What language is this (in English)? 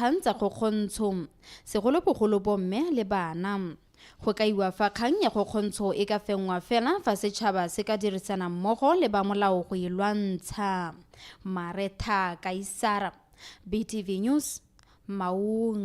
Tswana